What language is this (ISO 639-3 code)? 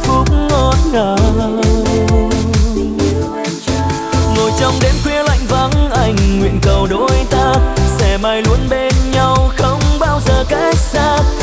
vie